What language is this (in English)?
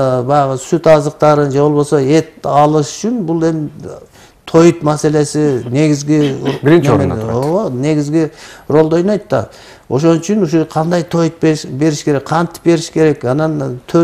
Kyrgyz